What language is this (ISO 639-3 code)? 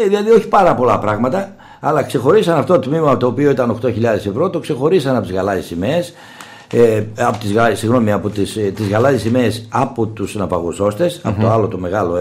ell